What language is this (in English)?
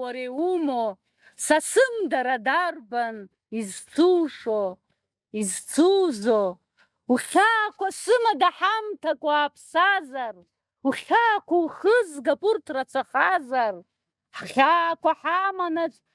Abkhazian